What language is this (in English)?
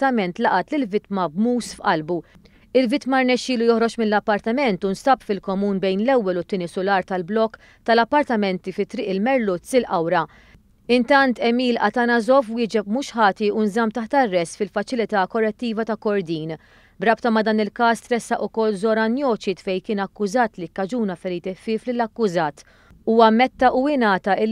Maltese